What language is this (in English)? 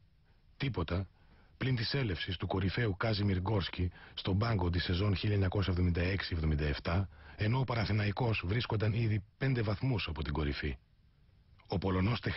Greek